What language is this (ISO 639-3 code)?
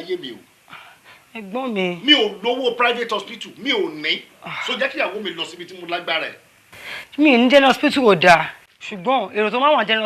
yor